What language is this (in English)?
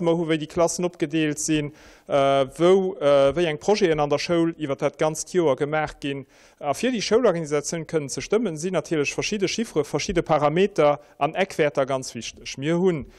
Luxembourgish